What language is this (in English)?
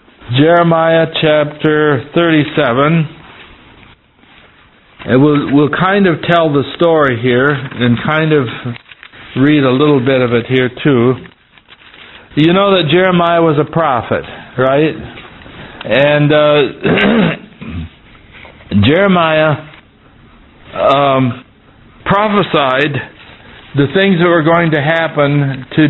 English